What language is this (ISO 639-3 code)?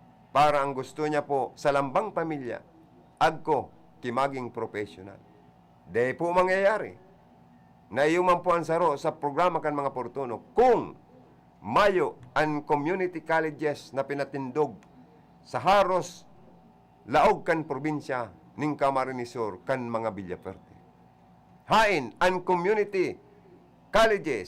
bik